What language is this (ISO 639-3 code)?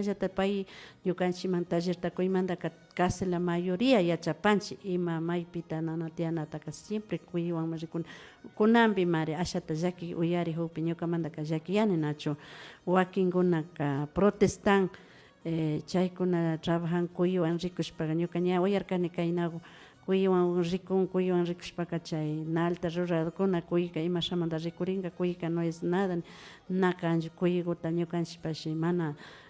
qvi